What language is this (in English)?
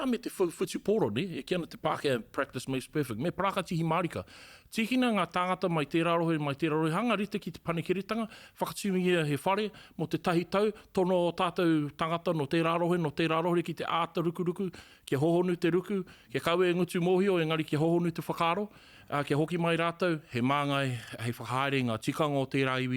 Māori